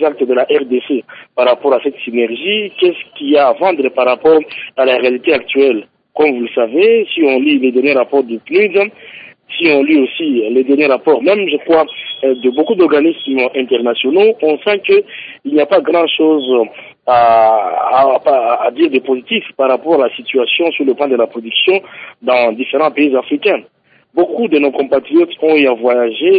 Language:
French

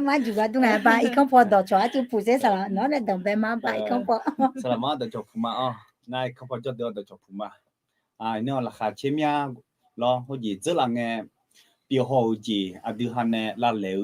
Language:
Akha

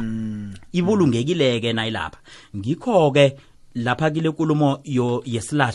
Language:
South Ndebele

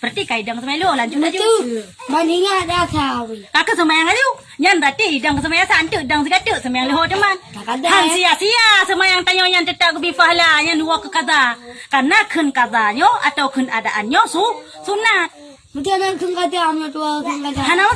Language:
Achinese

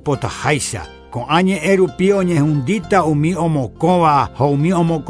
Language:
Guarani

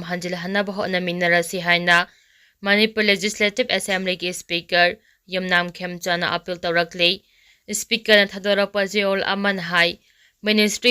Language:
Manipuri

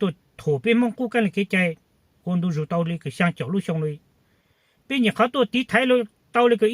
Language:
Hmong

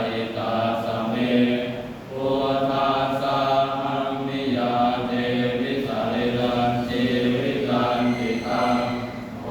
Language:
Pali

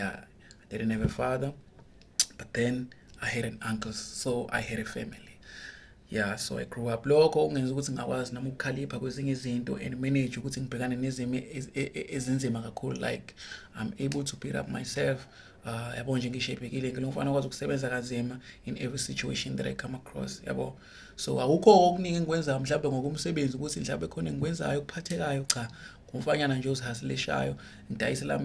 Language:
Zulu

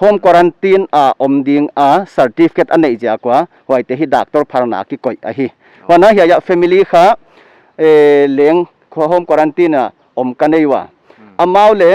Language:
Paite Chin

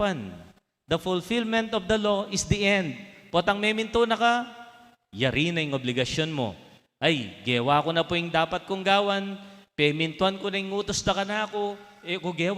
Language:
Pampanga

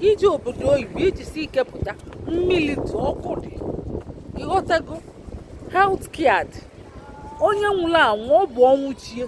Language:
Igbo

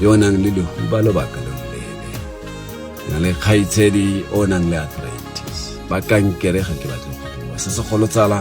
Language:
Tswana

